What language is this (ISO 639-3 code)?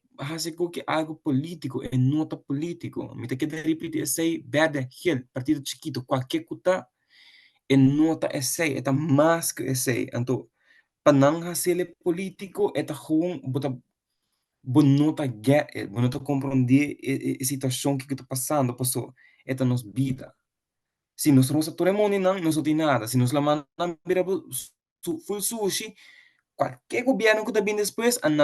pap